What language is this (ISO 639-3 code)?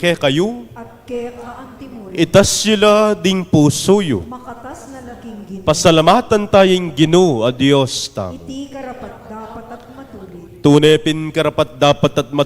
pam